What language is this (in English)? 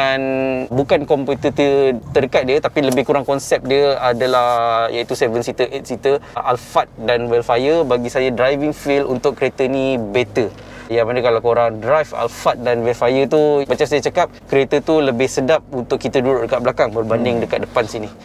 Malay